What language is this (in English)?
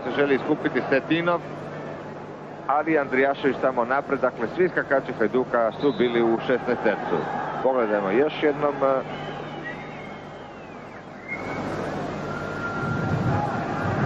Croatian